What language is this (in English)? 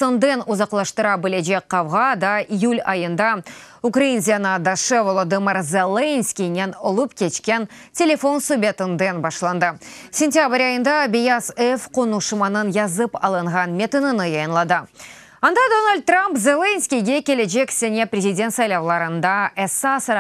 Crimean Tatar